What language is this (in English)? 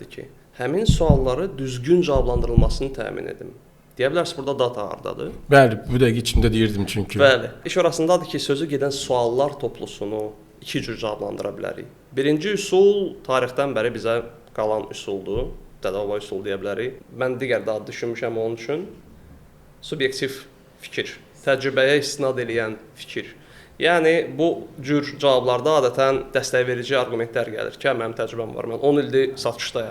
Azerbaijani